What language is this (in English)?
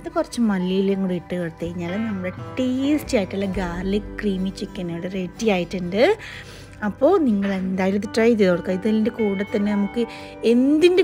Malayalam